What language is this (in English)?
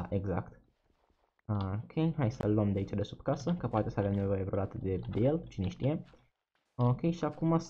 Romanian